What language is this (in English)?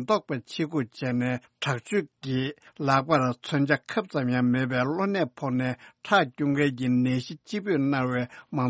Tibetan